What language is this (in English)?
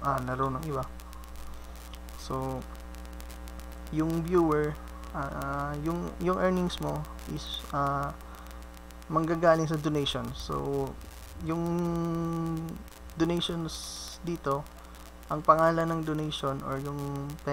Filipino